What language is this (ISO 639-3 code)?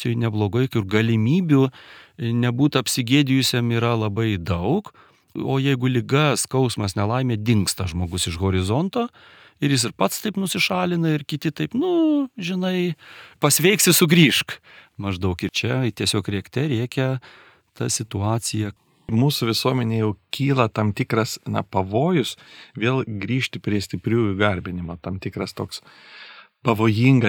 lit